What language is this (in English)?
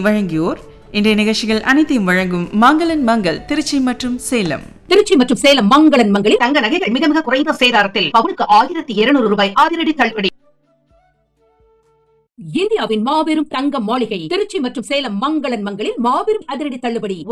Tamil